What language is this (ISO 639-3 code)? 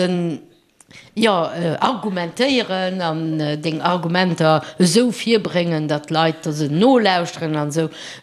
ltz